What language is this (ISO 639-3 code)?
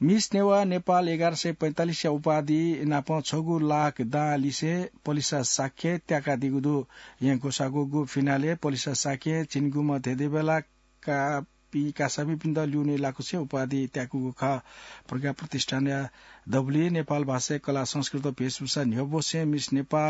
new